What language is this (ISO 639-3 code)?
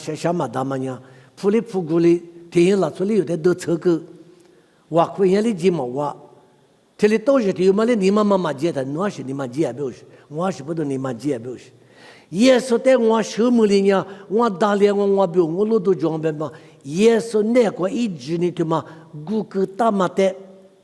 lis